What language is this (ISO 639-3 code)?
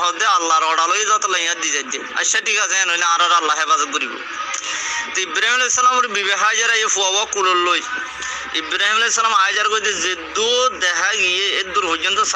rhg